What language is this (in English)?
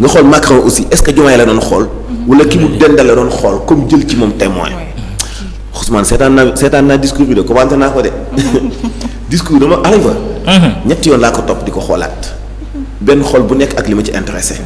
Wolof